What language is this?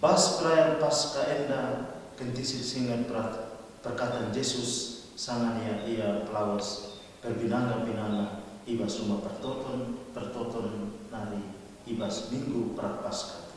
Batak Karo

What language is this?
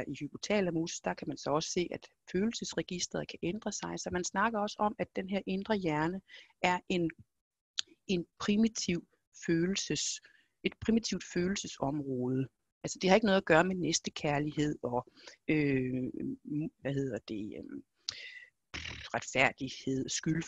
Danish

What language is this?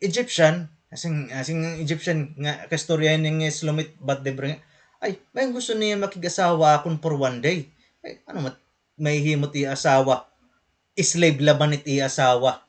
Waray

